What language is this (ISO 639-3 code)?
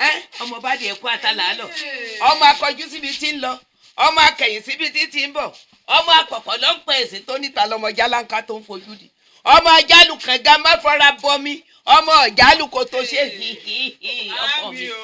yor